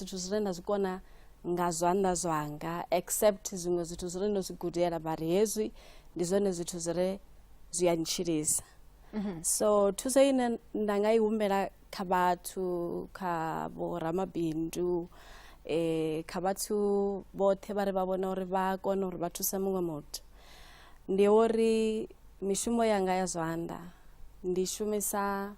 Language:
Venda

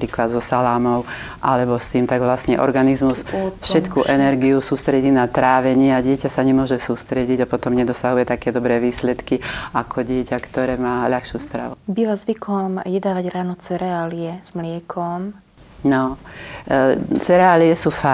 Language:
Slovak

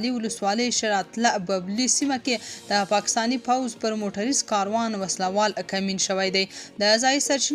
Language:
Pashto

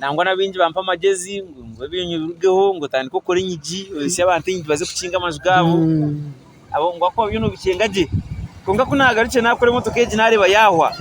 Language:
Nyankole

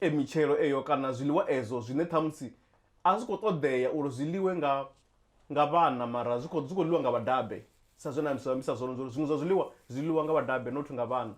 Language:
Venda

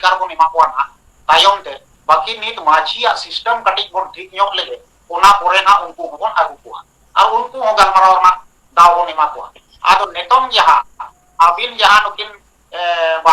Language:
Santali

